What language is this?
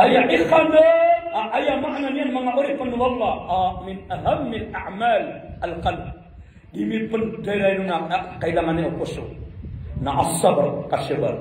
Maranao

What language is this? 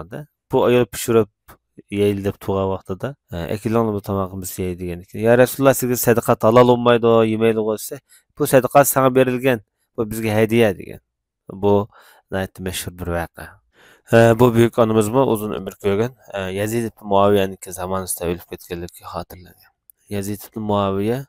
Uyghur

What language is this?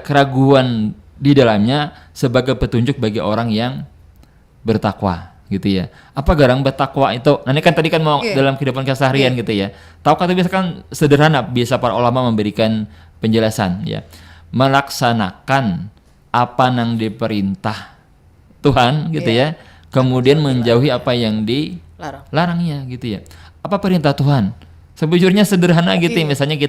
Banjar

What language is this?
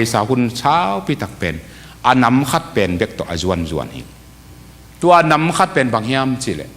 Tedim Chin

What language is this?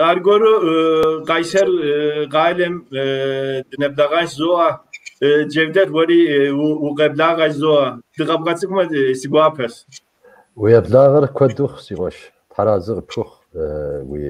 Kabardian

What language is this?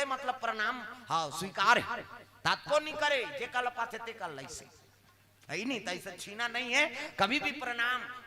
Chhattisgarhi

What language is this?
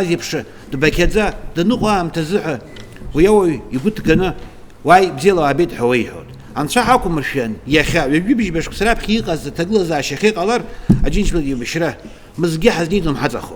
Abkhazian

